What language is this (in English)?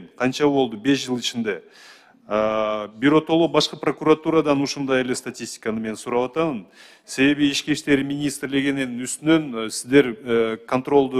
Kyrgyz